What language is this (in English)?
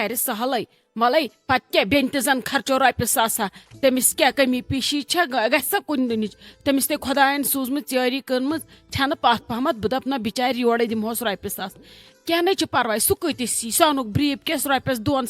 Kashmiri